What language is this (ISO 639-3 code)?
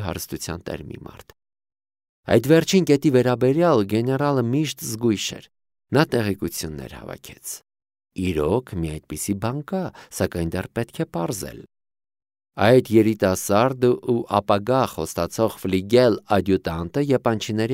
hye